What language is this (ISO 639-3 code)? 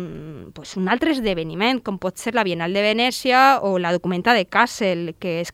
cat